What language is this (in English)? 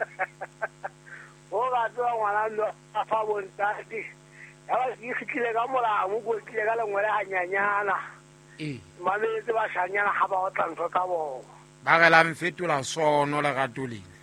Southern Sotho